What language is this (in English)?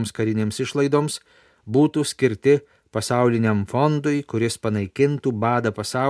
Lithuanian